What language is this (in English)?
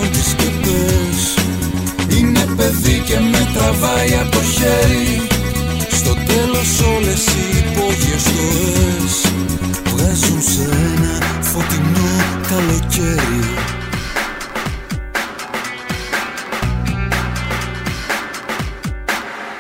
Greek